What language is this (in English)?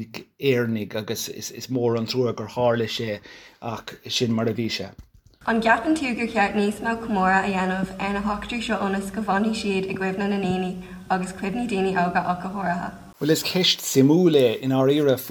Irish